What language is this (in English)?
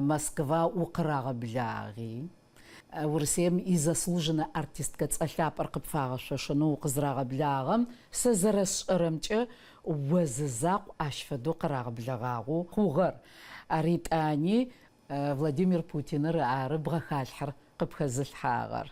Adyghe